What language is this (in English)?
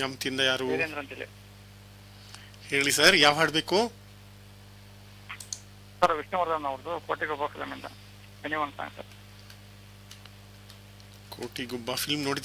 Kannada